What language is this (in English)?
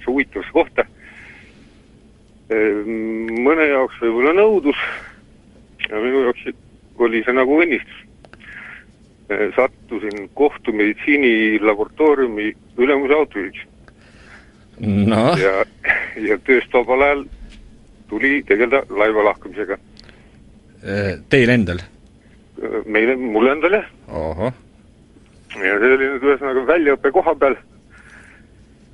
Estonian